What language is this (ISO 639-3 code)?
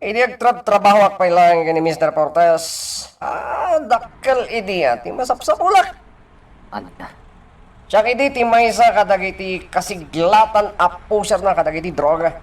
ilo